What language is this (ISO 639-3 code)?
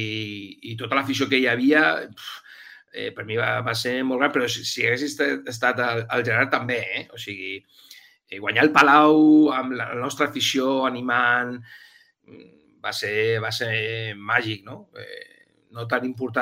cat